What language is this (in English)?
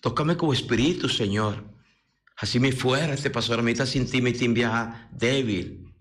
Papiamento